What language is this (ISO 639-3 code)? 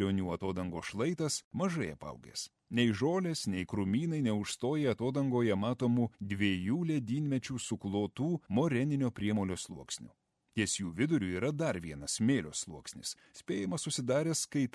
lit